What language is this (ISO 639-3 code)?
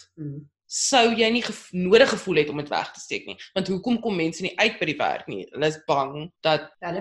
afr